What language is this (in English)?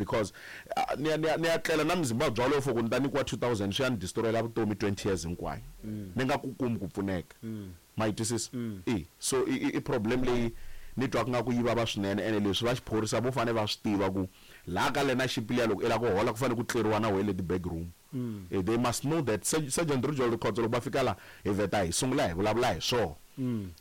Tsonga